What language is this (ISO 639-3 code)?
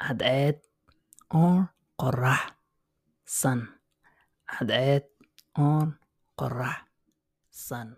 eng